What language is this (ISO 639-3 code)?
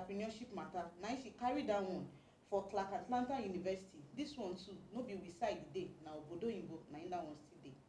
pcm